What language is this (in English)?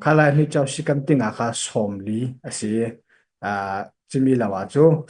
Falam Chin